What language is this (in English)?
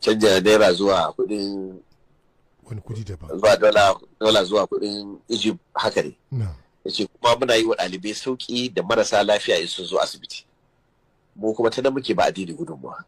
Hausa